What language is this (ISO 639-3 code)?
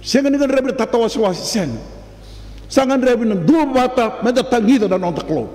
fij